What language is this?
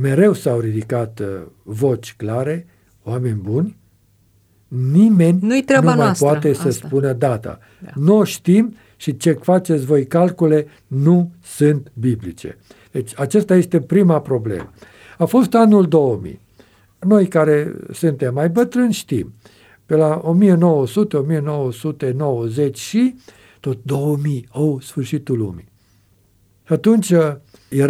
Romanian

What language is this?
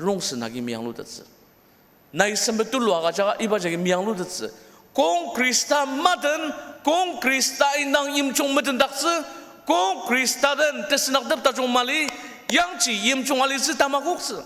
Ao Naga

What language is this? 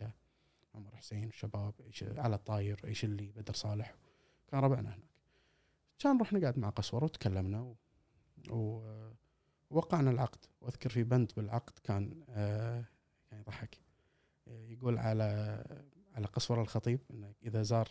Gulf Arabic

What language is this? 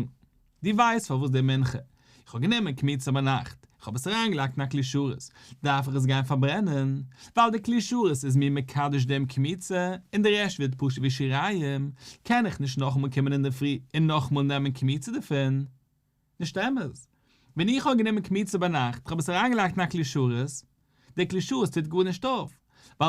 Yiddish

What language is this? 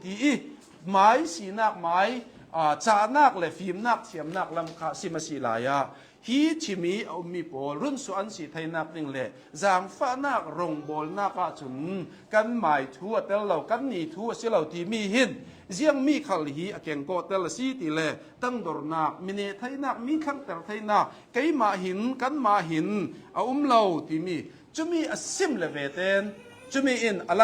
Hakha Chin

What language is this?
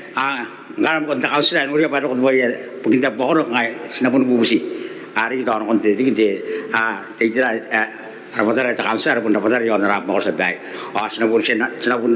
Gilbertese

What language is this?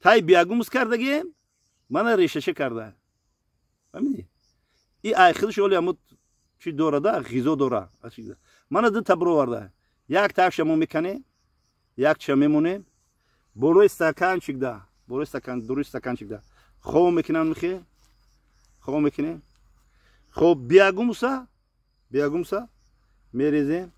Tajik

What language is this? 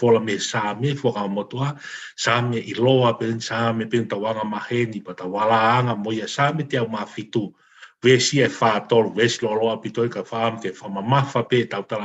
Tongan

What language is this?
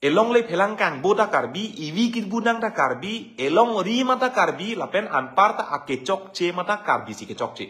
Karbi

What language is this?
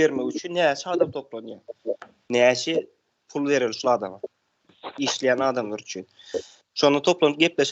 Turkmen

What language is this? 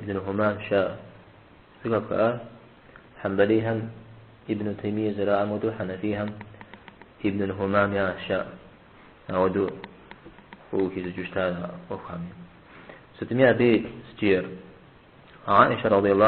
Kabardian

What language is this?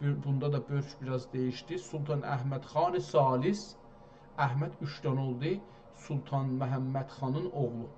South Azerbaijani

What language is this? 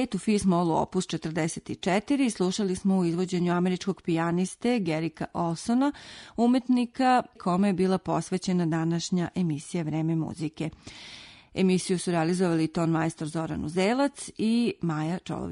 Serbian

